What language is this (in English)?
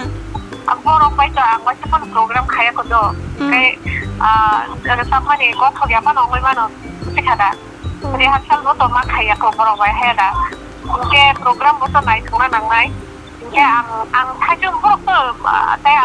Kok Borok